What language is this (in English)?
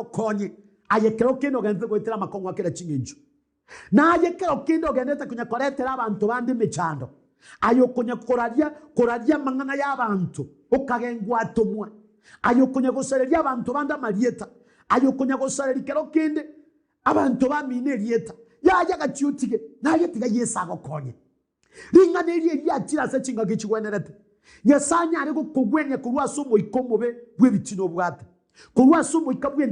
Gusii